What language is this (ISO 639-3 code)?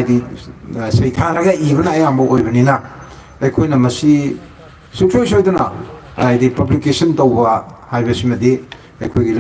mni